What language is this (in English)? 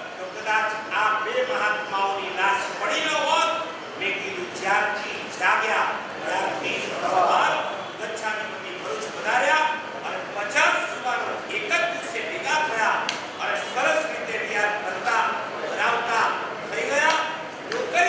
Gujarati